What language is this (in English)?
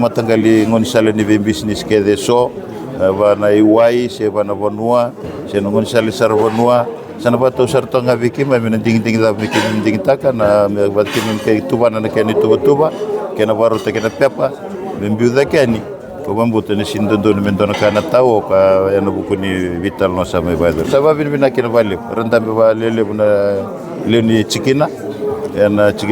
Fijian